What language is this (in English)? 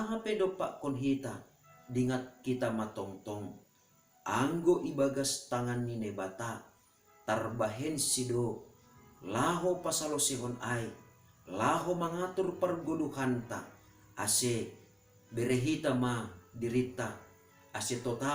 Batak Simalungun